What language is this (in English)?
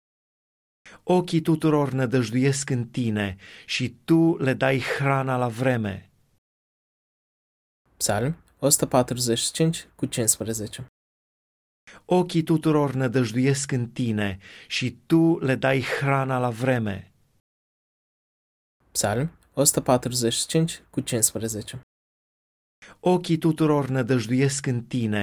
Romanian